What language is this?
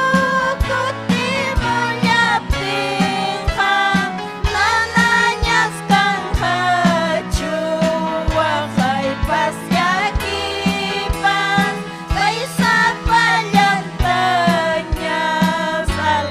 Ayacucho Quechua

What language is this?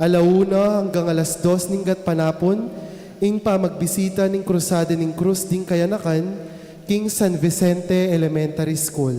Pampanga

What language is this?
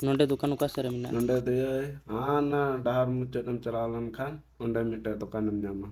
Santali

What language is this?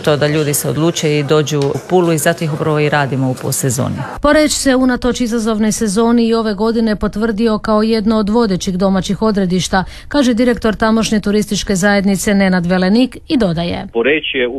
Croatian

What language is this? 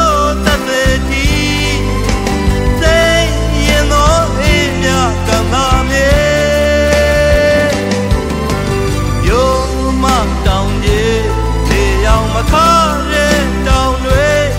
Burmese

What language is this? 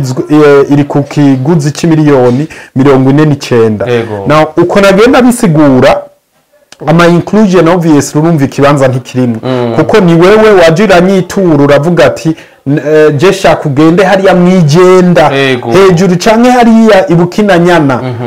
Rundi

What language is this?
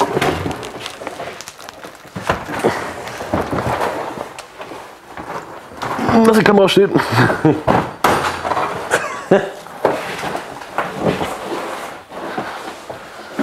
German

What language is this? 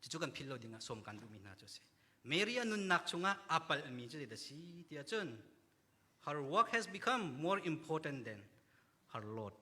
Hakha Chin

